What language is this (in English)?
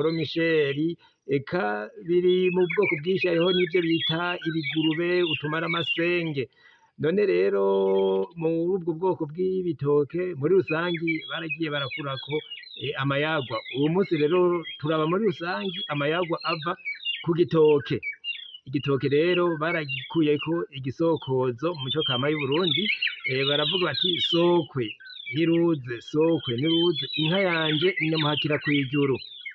Rundi